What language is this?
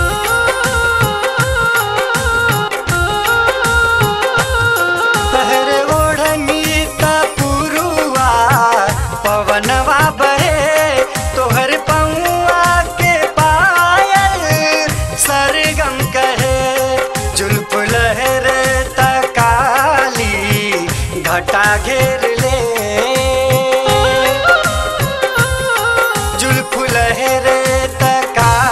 Bhojpuri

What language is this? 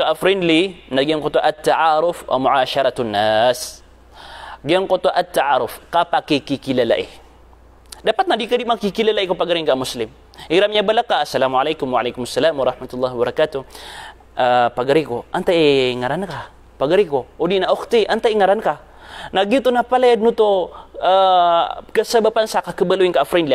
Maranao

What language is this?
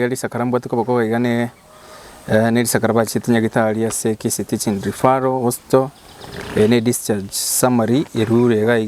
Gusii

